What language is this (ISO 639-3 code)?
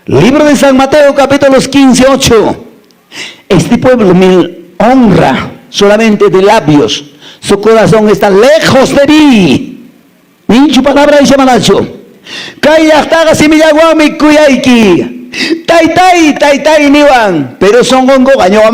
que